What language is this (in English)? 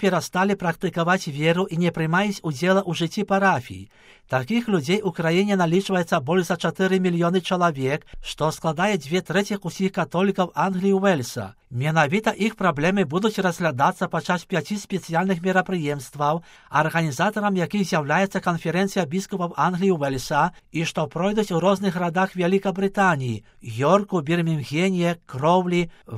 Belarusian